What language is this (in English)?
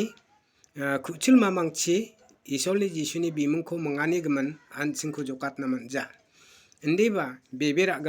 Garo